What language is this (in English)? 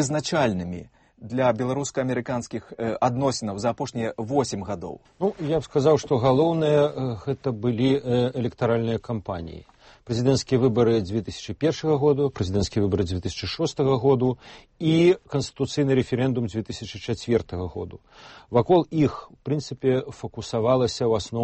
Belarusian